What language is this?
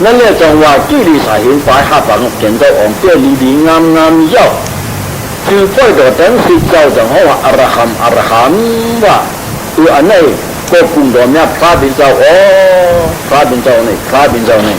Shan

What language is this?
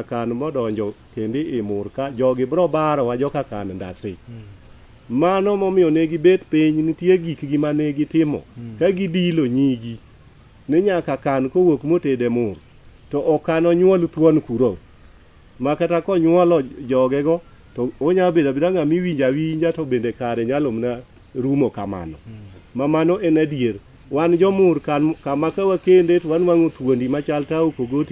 Luo (Kenya and Tanzania)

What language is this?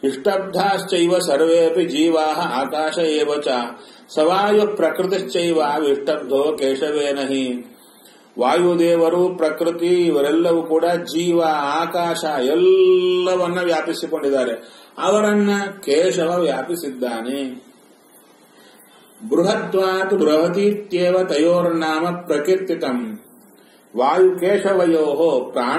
Kannada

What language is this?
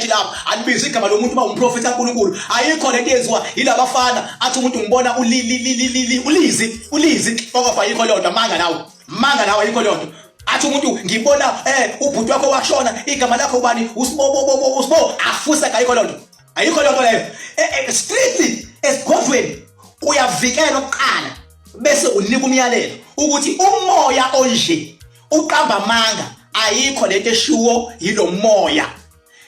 Zulu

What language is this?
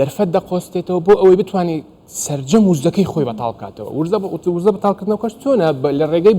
Central Kurdish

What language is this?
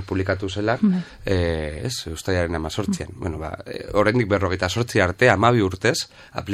Basque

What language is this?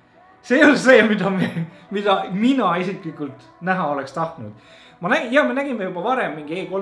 Estonian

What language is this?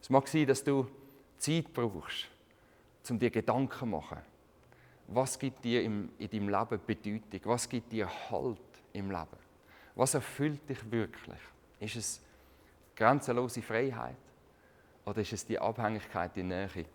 Swiss German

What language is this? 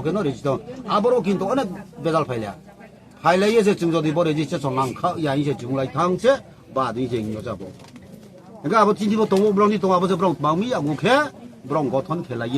Riang (India)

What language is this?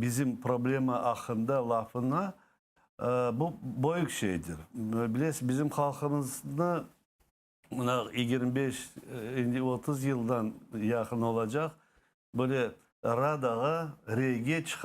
Crimean Tatar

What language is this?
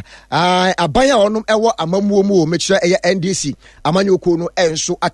Akan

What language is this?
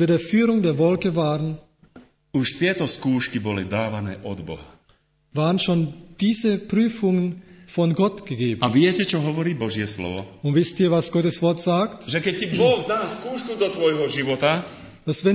Slovak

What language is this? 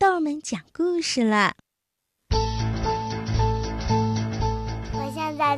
Chinese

